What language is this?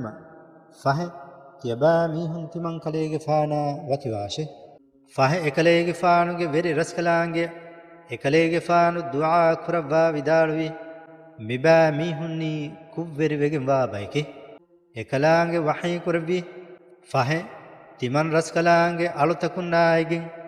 Divehi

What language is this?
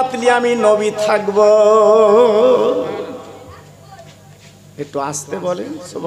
Bangla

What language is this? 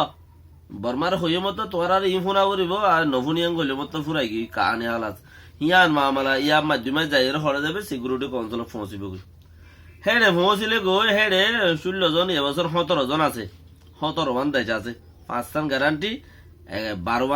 Rohingya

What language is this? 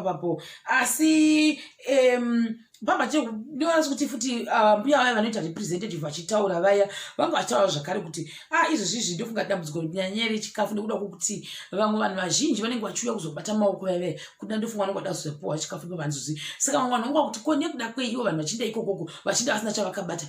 Shona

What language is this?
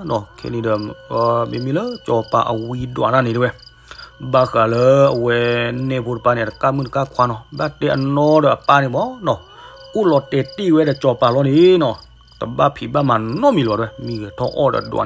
S'gaw Karen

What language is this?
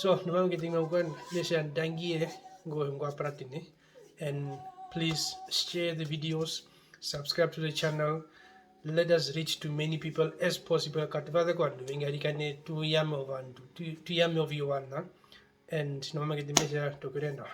Herero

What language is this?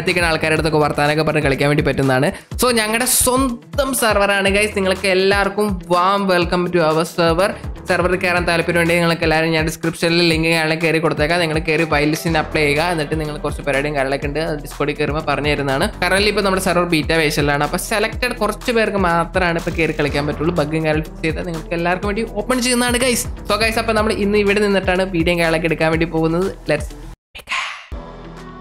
Malayalam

